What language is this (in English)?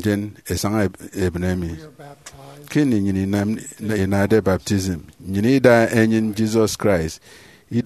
Efik